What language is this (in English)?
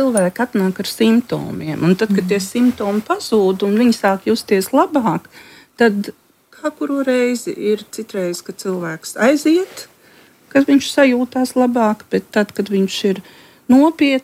Latvian